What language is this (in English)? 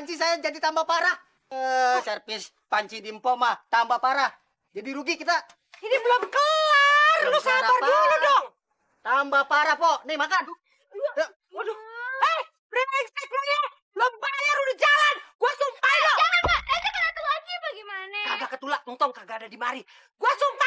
Betawi